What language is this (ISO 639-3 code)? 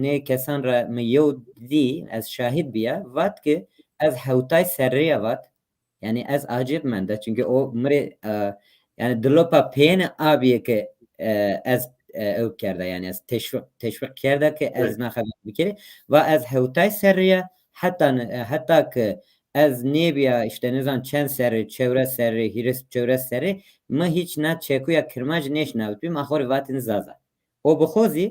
zza